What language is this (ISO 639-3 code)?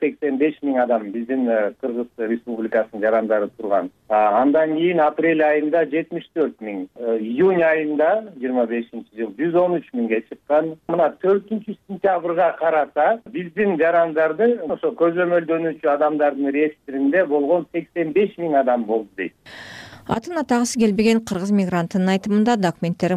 kir